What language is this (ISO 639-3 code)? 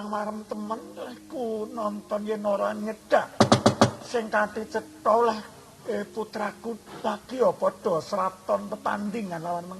jav